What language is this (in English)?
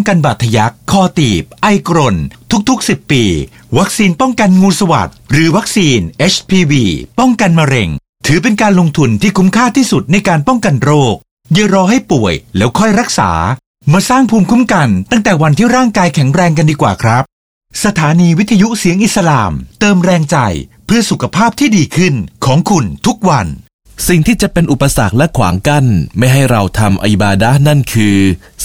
Thai